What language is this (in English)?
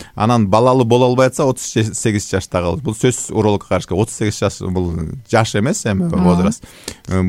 Kyrgyz